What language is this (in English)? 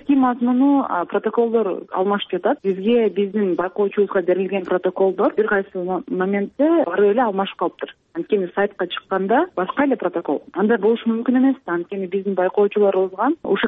Kyrgyz